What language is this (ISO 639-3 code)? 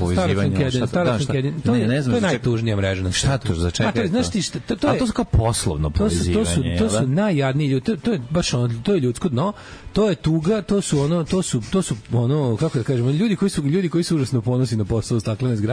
srp